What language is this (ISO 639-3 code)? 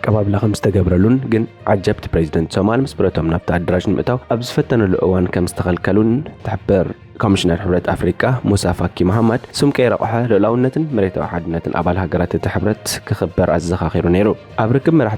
tir